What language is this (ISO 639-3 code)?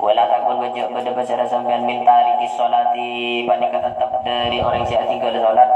mad